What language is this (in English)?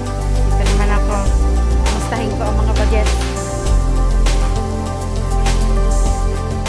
Filipino